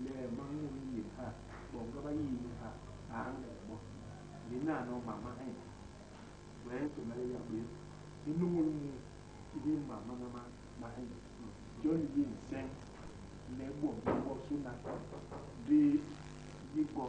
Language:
Basaa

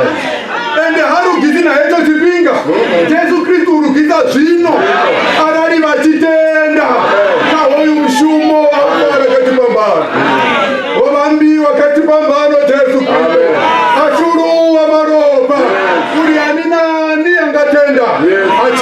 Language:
Venda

